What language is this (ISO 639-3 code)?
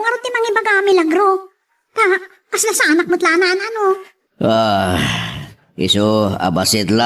ilo